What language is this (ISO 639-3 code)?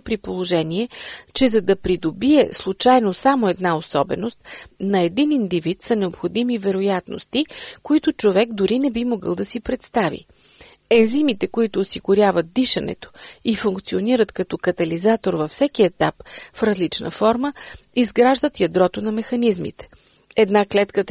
bul